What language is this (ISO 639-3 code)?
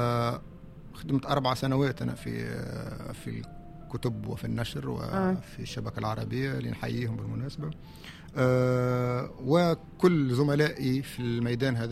aeb